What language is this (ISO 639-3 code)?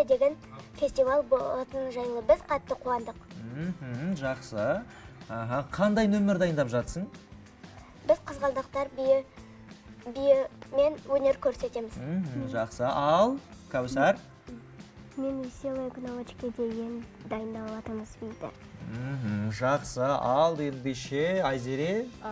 kaz